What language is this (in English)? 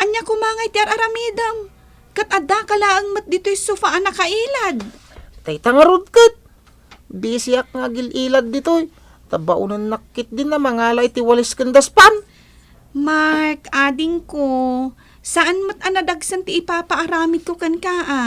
Iloko